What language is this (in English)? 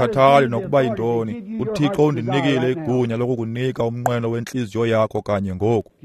Xhosa